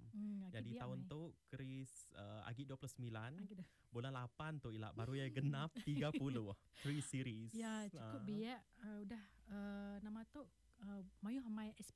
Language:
Iban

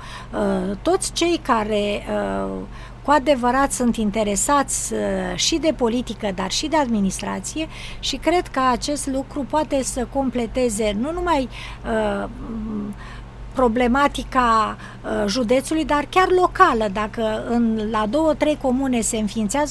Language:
Romanian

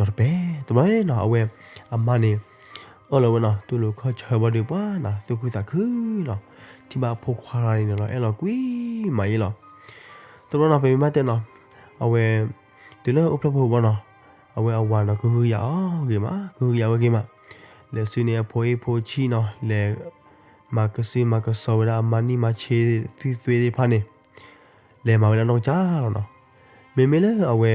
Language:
S'gaw Karen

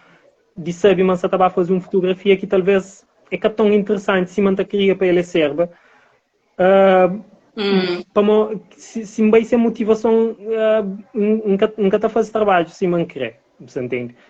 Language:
Kabuverdianu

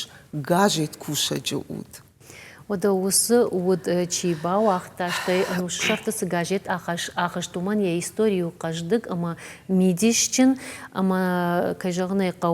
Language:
Ossetic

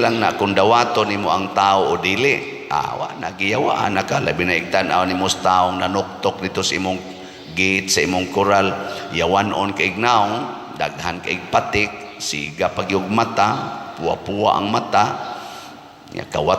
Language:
Cebuano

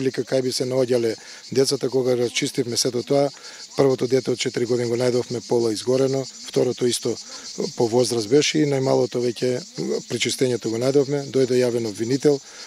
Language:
Macedonian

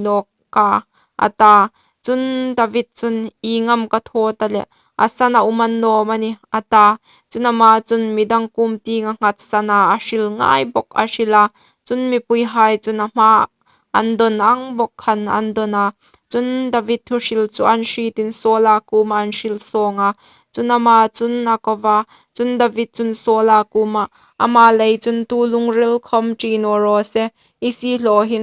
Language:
Hmar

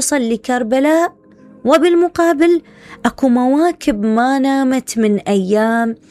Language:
Mesopotamian Arabic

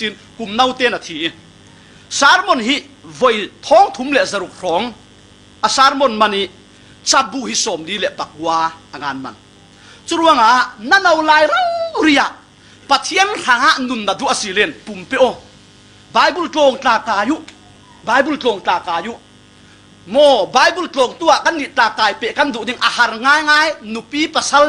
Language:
Falam Chin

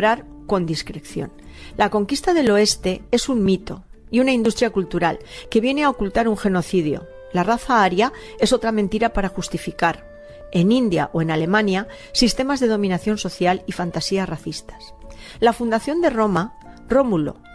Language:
Spanish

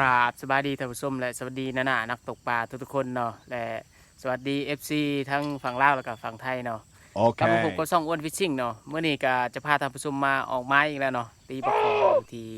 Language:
Lao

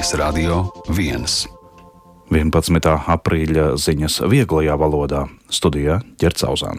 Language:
Latvian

